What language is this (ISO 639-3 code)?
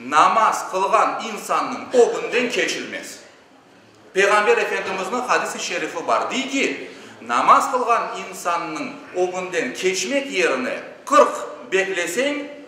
crh